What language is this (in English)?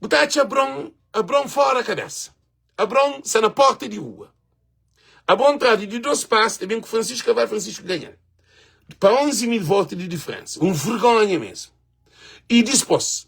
Kabuverdianu